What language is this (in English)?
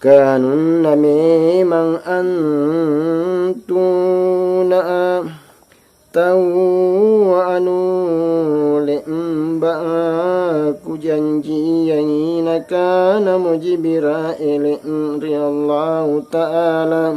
Makasar